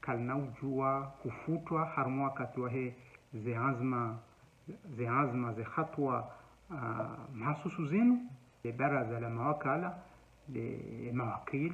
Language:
Ngazidja Comorian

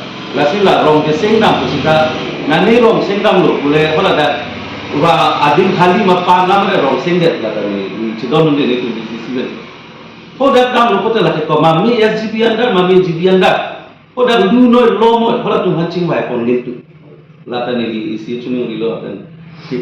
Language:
Karbi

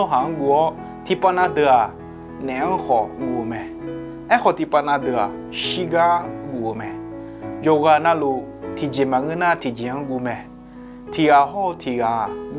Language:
Akha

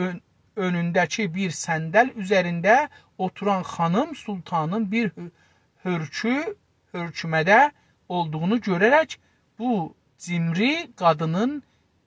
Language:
South Azerbaijani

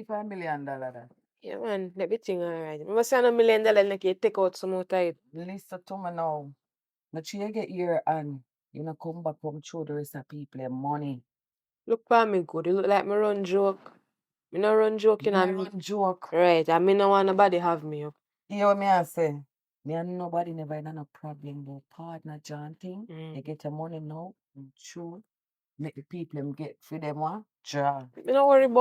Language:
Jamaican Creole English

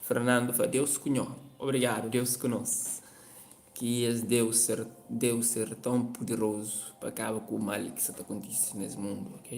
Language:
Kabuverdianu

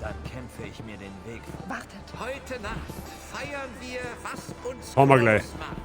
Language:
Bavarian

